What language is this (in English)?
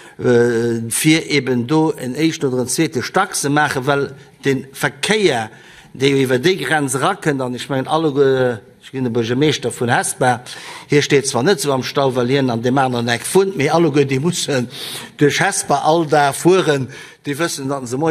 Luxembourgish